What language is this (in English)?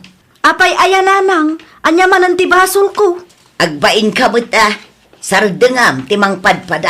Iloko